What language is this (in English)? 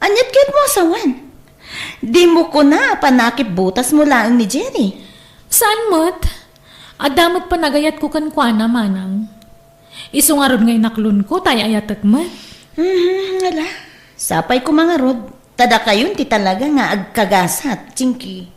Iloko